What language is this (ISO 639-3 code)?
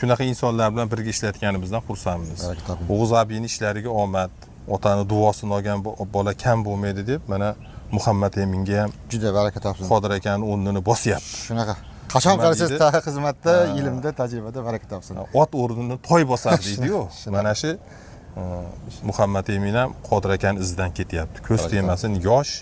uzb